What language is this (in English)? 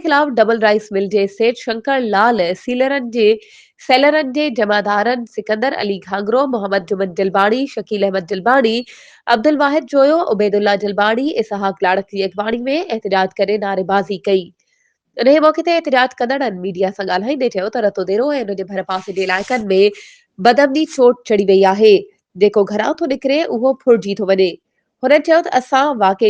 Sindhi